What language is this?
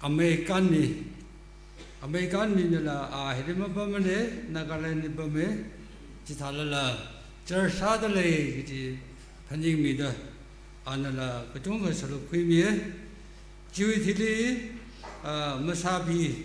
Tangkhul Naga (India)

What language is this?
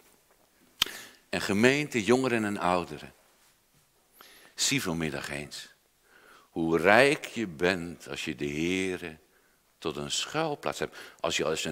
Dutch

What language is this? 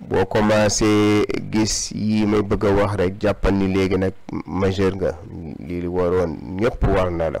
Wolof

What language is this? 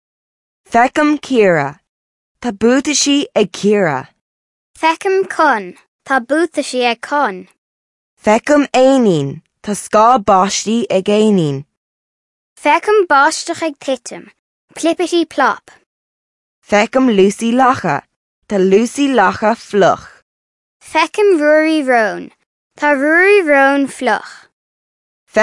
Irish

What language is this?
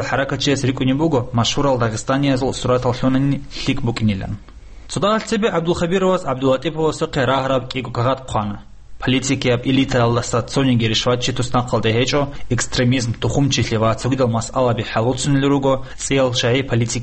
Avaric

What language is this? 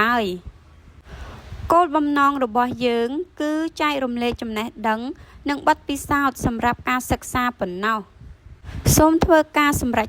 Khmer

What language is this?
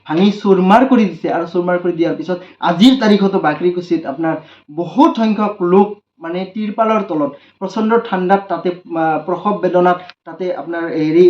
Assamese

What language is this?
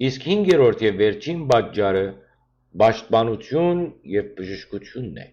Western Armenian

